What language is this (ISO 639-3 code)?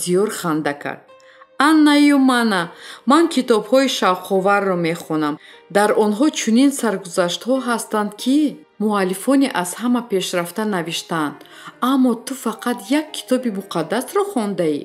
tgk